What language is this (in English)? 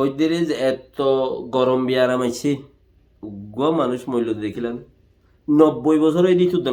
Rohingya